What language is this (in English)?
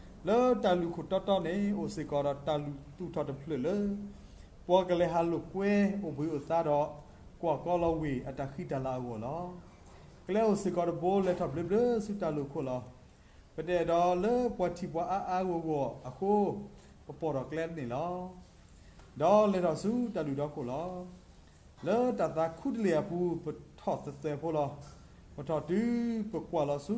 S'gaw Karen